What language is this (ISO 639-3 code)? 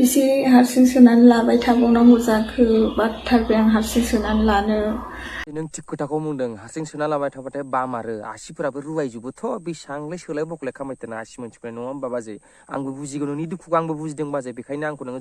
brx